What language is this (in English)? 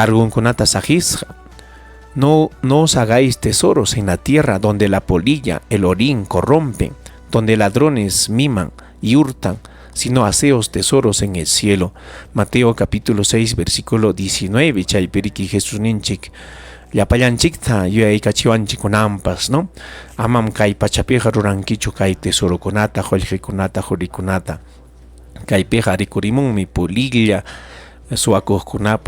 Ayacucho Quechua